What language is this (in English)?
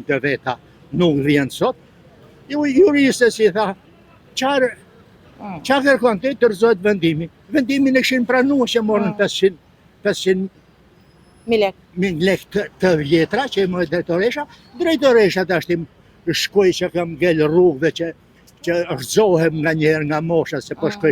Albanian